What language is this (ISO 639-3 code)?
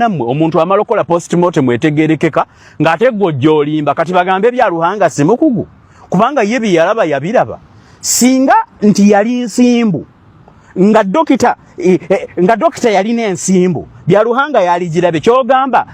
lug